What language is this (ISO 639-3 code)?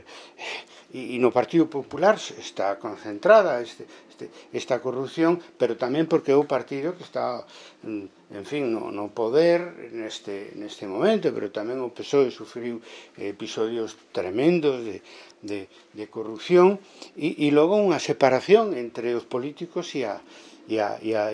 glg